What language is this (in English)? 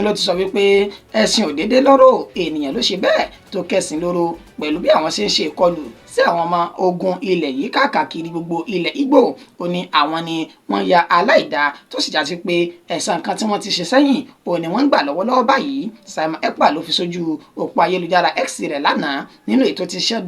Yoruba